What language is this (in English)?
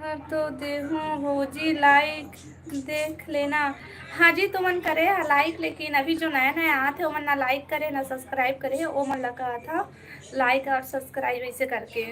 Chhattisgarhi